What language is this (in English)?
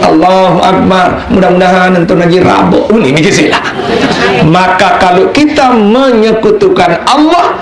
Sasak